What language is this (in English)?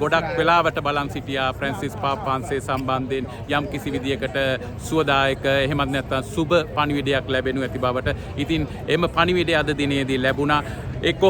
Sinhala